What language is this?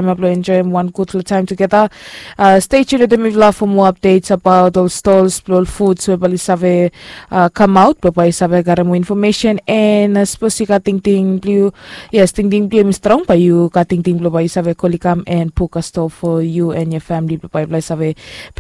Bislama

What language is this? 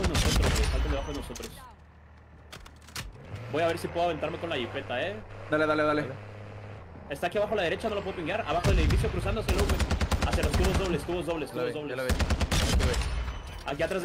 Spanish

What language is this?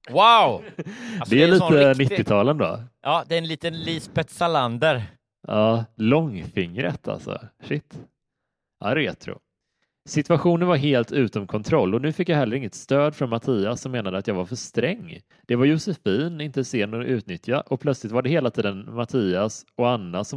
Swedish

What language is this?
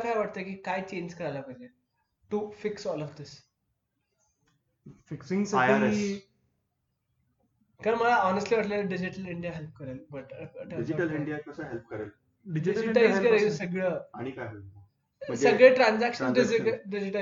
Marathi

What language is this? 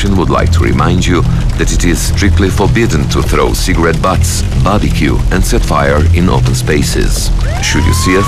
Croatian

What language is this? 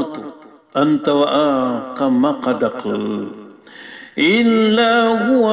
Maranao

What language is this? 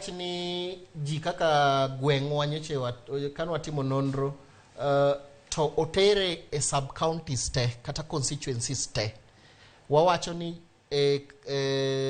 Luo (Kenya and Tanzania)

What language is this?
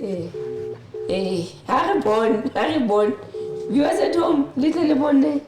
Southern Sotho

